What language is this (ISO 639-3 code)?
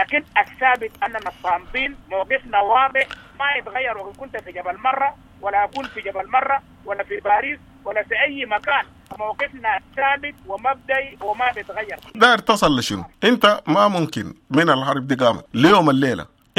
apd